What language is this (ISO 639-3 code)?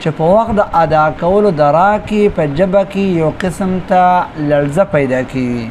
pus